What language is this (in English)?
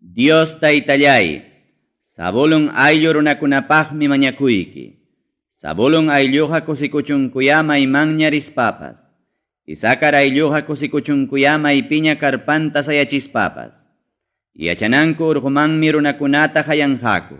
Ayacucho Quechua